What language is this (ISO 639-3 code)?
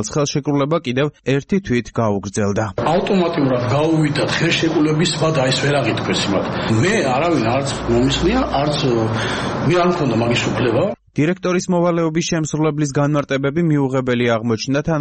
kat